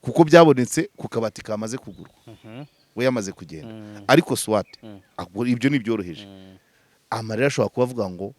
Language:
Kinyarwanda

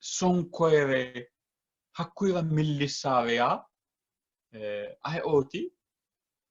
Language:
Sidamo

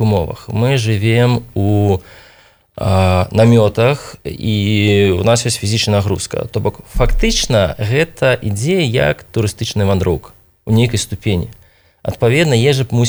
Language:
Belarusian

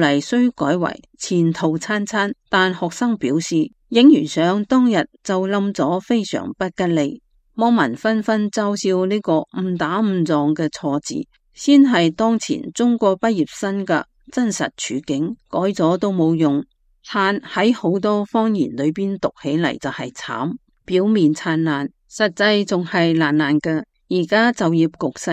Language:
Cantonese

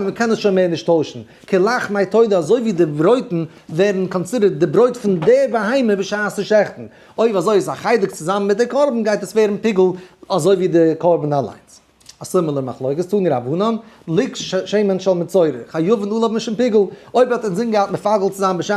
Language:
Yiddish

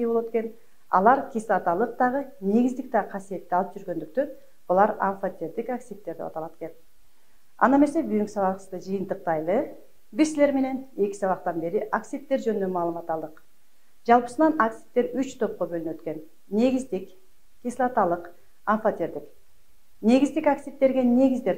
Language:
Kyrgyz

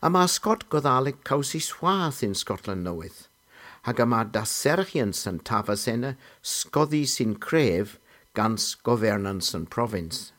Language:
Cornish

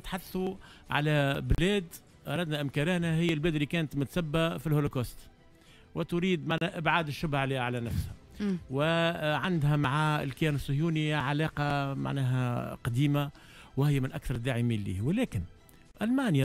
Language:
Tunisian Arabic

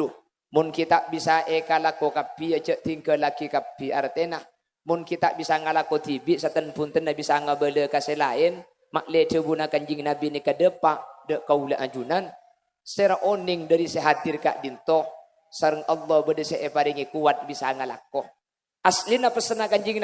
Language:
Madurese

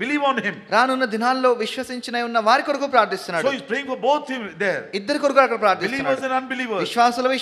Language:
Telugu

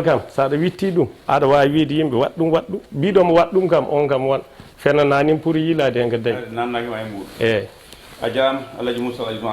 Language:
Fula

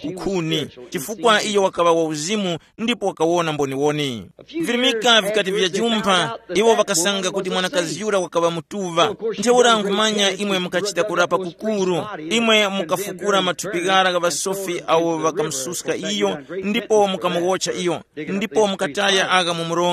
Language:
Tumbuka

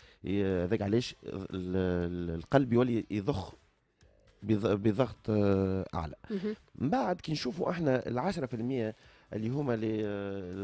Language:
Tunisian Arabic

